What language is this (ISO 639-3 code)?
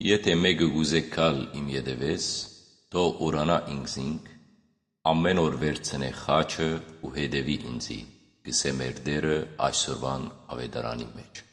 hyw